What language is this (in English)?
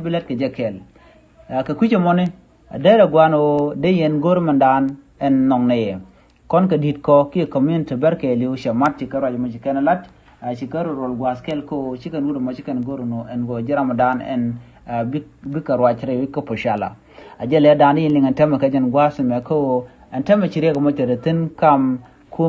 Nuer